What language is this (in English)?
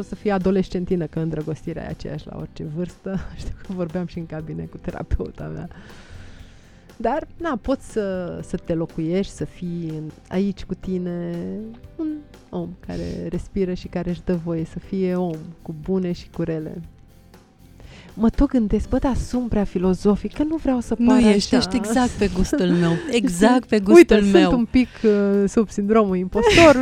Romanian